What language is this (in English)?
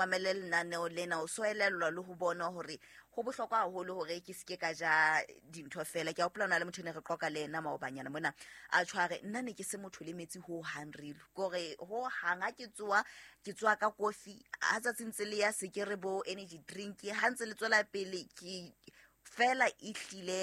Southern Sotho